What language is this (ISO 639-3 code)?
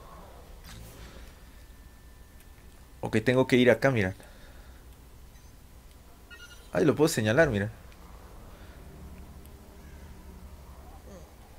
spa